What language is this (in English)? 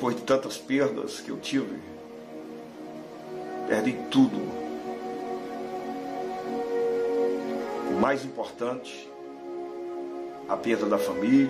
Portuguese